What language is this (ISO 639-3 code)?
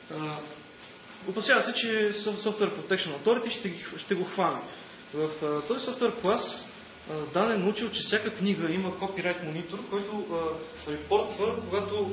bul